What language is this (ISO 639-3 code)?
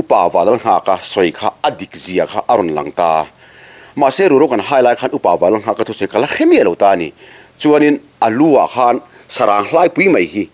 lus